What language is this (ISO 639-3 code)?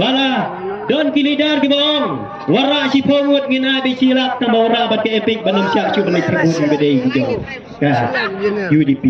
kha